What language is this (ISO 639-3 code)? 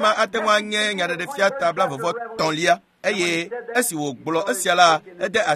ewe